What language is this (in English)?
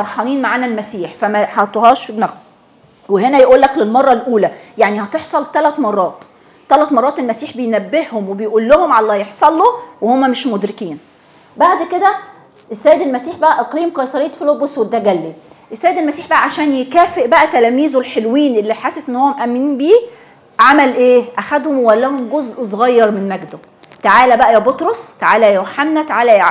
Egyptian Arabic